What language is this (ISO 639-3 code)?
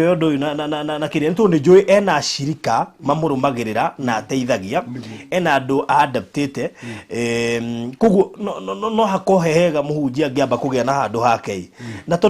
kik